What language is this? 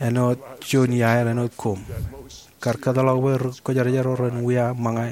Marshallese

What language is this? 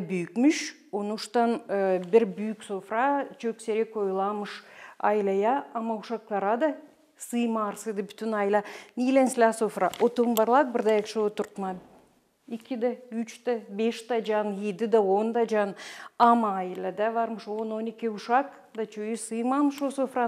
Gagauz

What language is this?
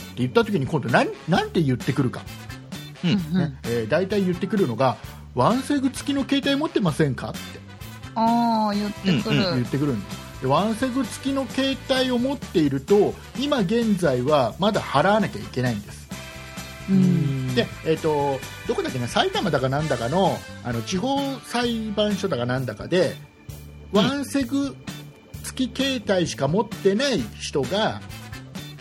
Japanese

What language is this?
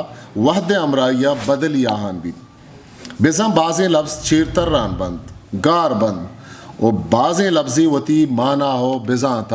Eastern Balochi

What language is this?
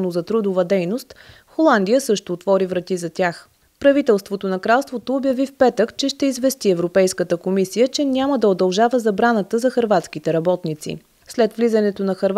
Bulgarian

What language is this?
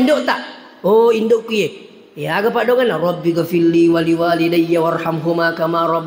Buginese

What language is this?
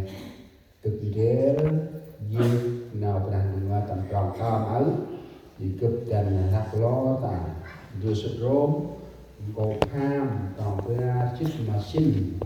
Central Mnong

